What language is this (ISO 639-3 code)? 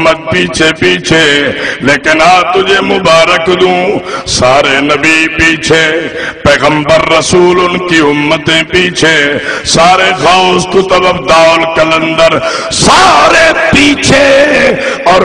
skr